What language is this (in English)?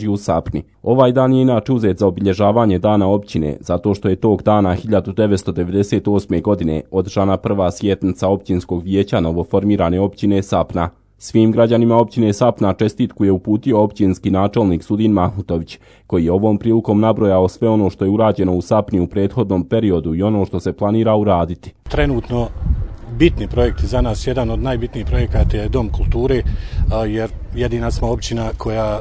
Bosnian